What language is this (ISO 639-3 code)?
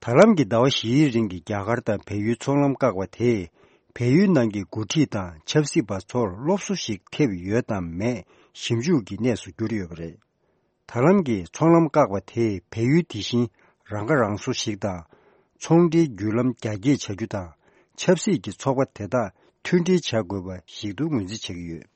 bod